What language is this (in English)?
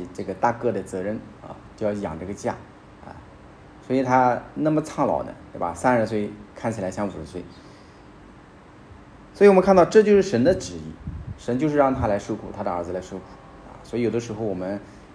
Chinese